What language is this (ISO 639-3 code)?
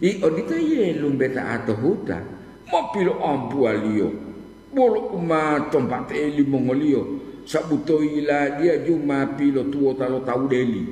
gor